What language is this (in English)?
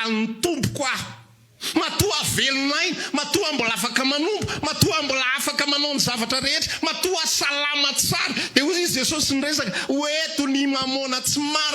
Malagasy